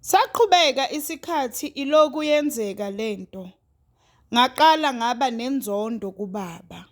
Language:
Zulu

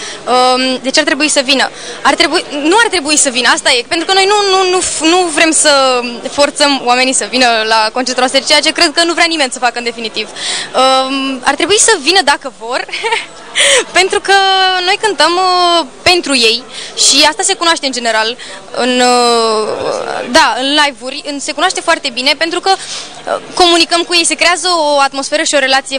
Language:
Romanian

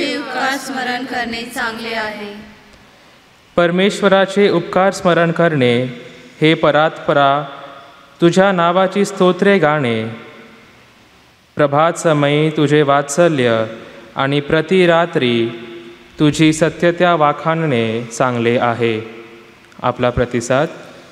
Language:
Marathi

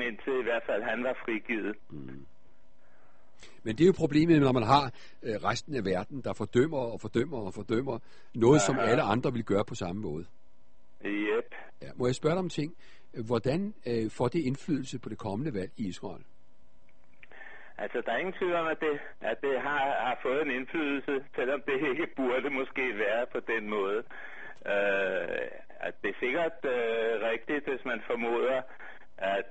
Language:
Danish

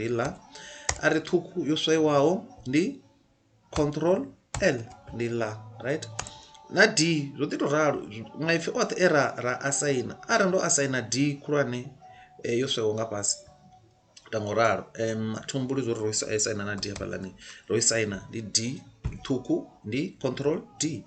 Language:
Venda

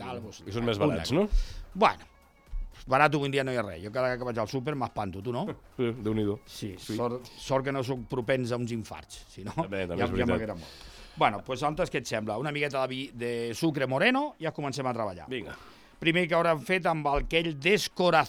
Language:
Catalan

